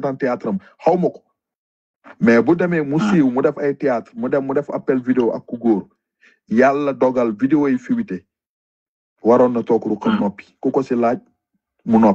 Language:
Wolof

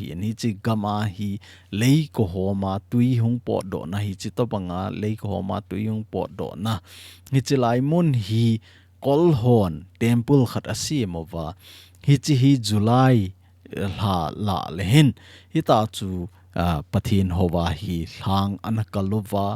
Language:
Thado Chin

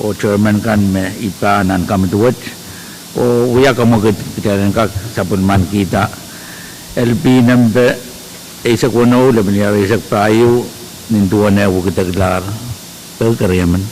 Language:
Pohnpeian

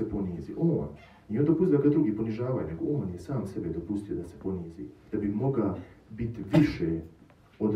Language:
Croatian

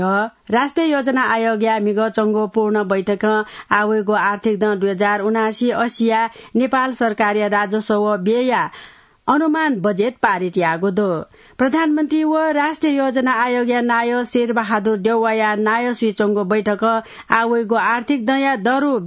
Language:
Newari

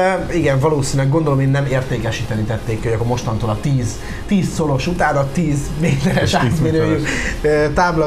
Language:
Hungarian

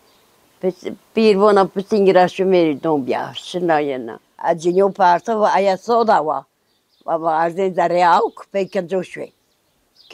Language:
Zaza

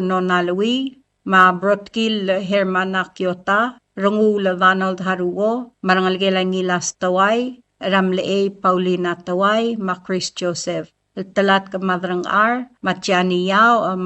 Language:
Palauan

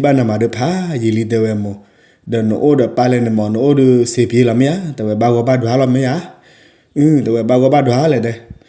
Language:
S'gaw Karen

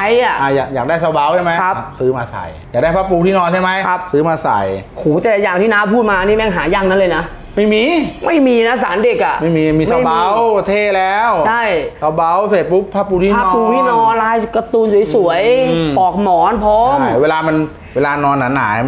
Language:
Thai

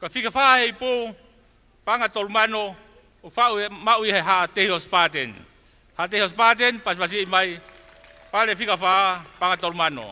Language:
Tongan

